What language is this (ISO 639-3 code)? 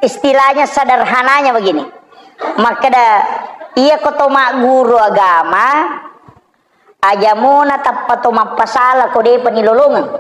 bug